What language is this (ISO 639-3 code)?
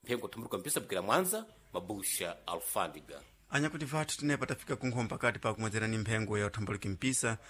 seh